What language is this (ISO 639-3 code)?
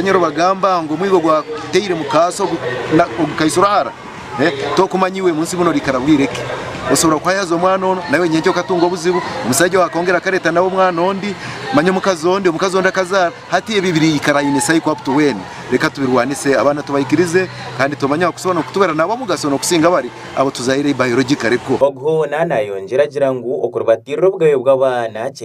nyn